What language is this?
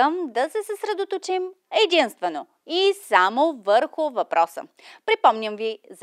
Bulgarian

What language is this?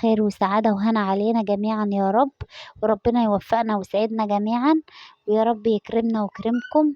Egyptian Arabic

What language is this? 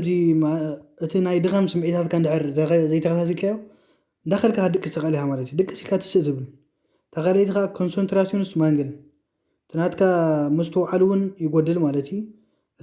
Tigrinya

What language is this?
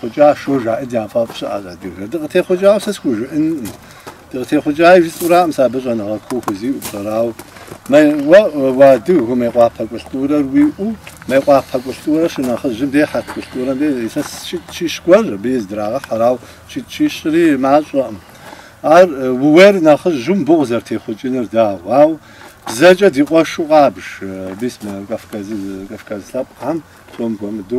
Kabardian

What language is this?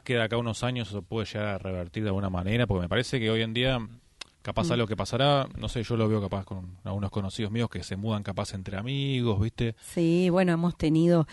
Spanish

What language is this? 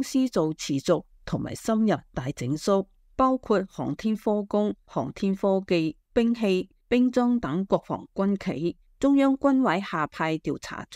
Cantonese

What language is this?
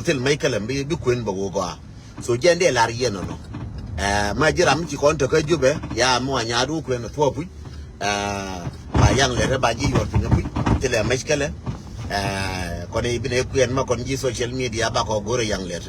Nuer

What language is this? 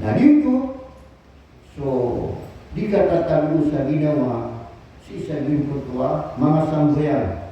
Maranao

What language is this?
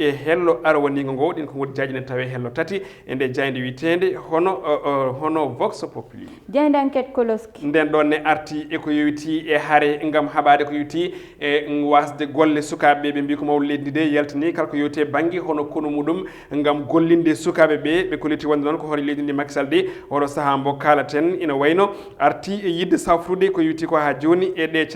Fula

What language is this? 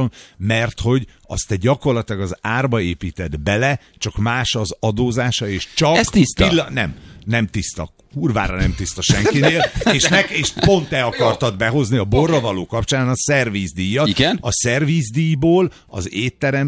Hungarian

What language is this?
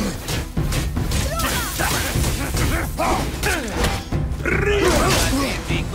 German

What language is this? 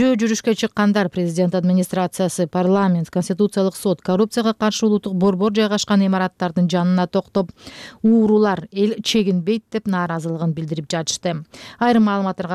Kyrgyz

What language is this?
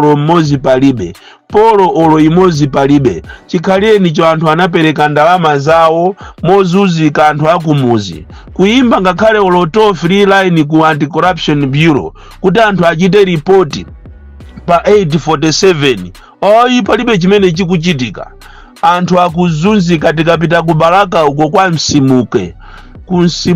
Nyanja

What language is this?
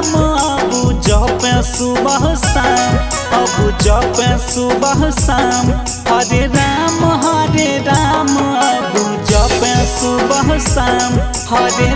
Bhojpuri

